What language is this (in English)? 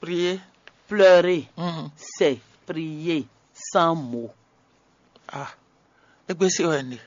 Fon